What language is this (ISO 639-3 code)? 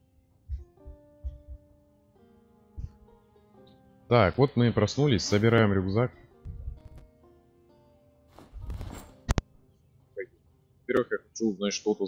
rus